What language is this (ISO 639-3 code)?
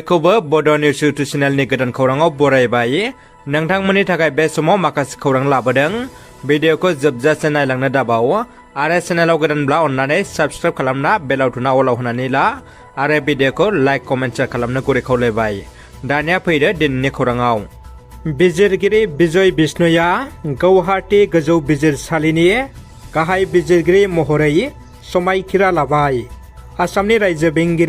brx